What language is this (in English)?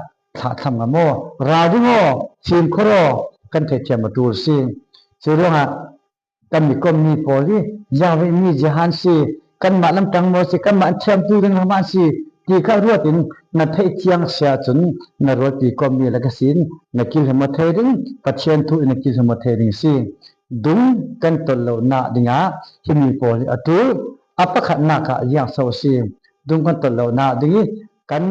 Falam Chin